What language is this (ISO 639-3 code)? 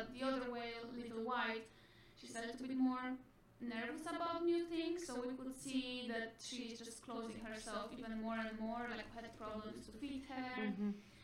eng